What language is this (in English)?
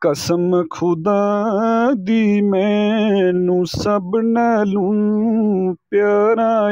Gujari